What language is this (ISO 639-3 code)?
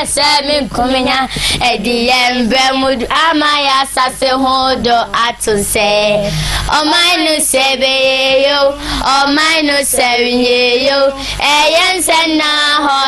aka